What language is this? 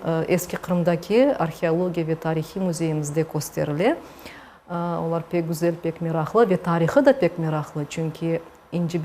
Crimean Tatar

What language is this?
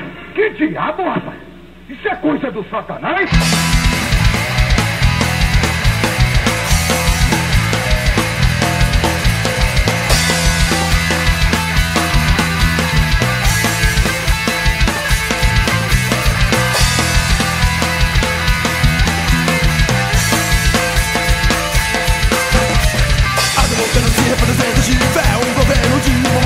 Portuguese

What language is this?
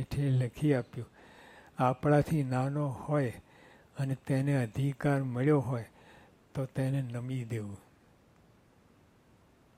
Gujarati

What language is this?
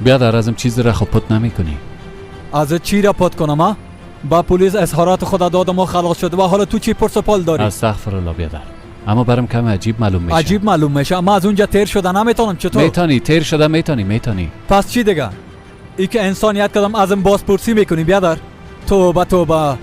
Persian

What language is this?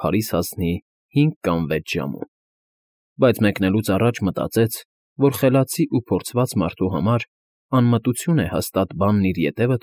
Armenian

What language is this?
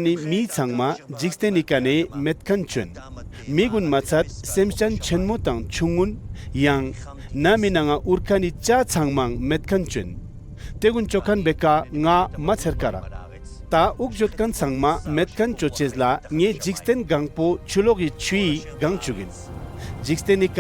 Ladakhi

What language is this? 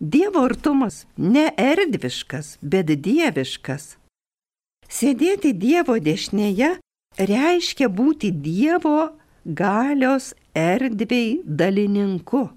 Lithuanian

